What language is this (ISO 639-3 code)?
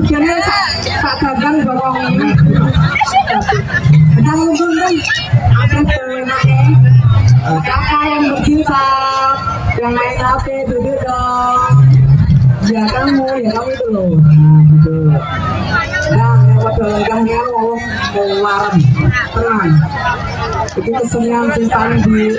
ind